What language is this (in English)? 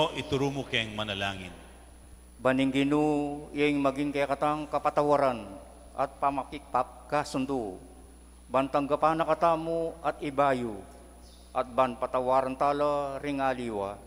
Pampanga